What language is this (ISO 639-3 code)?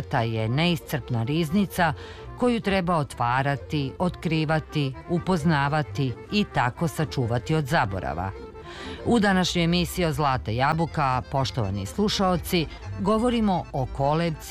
srp